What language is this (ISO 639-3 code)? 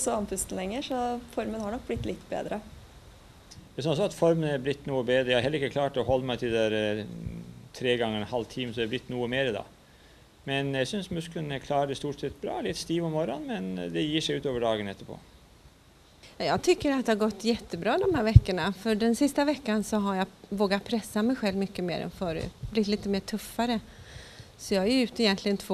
nor